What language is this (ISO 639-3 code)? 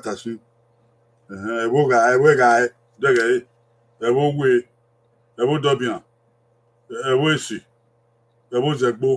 bin